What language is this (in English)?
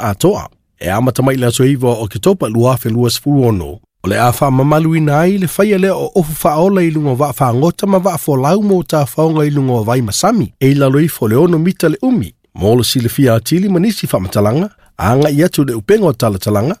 Samoan